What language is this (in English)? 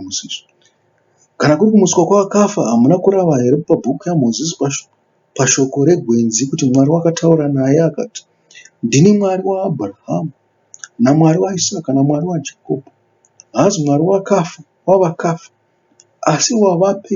Shona